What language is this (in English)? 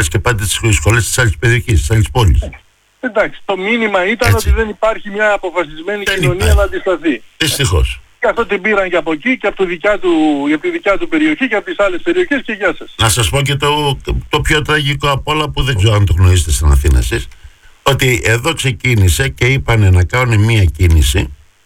Greek